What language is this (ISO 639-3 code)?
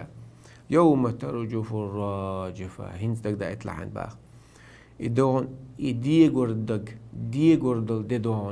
che